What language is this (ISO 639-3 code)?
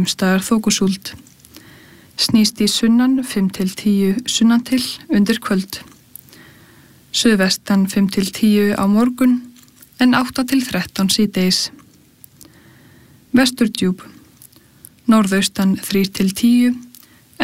isl